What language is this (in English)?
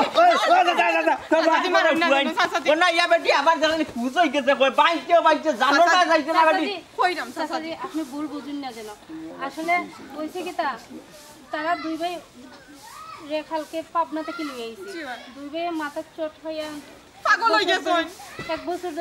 Sylheti